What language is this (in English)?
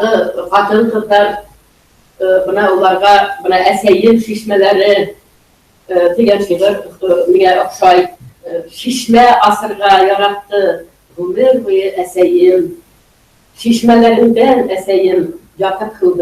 Bashkir